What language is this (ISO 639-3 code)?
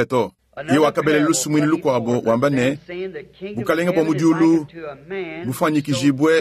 lua